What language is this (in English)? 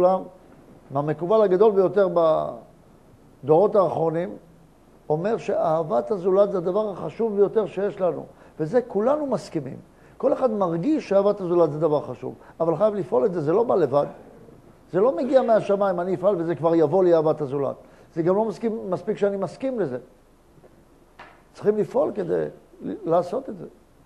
Hebrew